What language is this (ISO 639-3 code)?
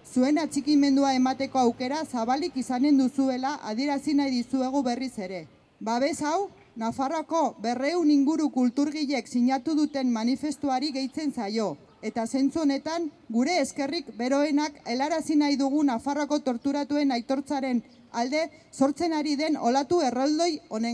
eus